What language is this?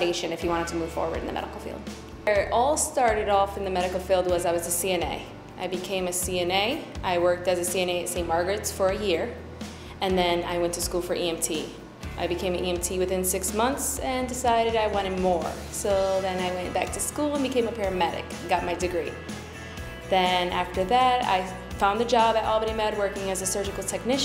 English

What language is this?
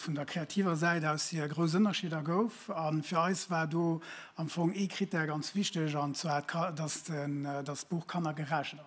Luxembourgish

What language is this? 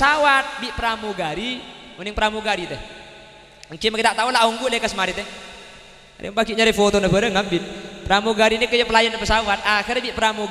Madurese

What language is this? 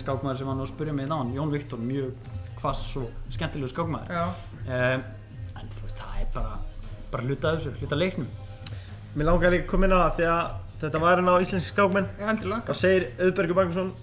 Icelandic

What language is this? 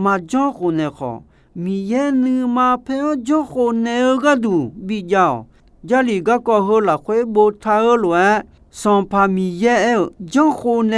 Akha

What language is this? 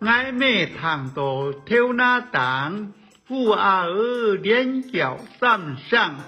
Hakka Chinese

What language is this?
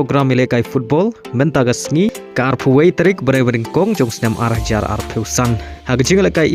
Khasi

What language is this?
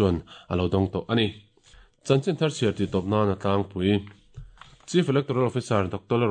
Mizo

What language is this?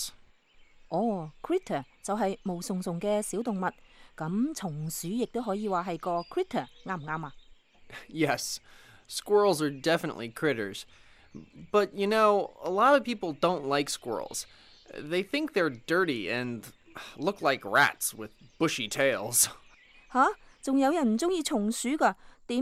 Cantonese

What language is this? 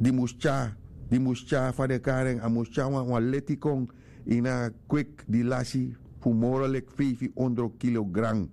Sranan Tongo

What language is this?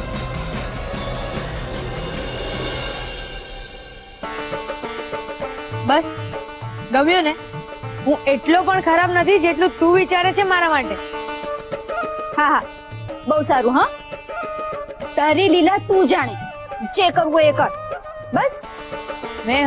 Gujarati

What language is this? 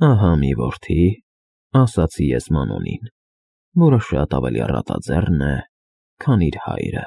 Armenian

